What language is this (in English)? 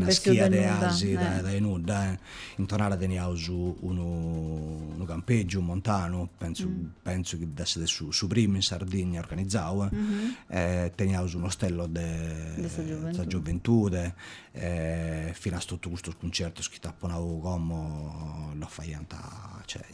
Sardinian